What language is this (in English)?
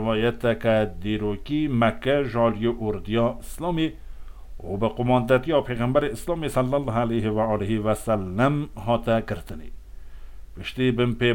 Kurdish